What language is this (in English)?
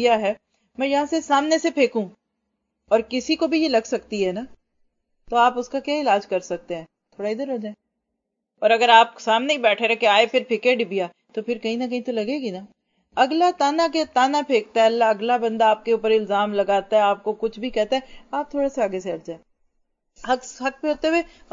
Urdu